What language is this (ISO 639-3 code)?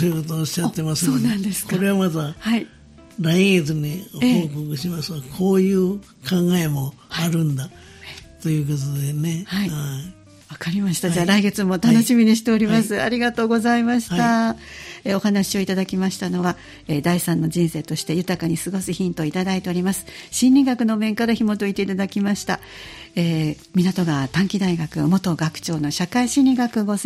jpn